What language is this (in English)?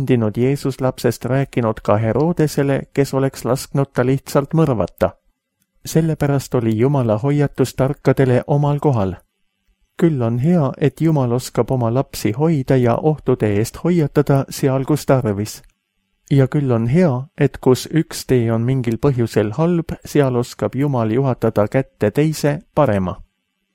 Estonian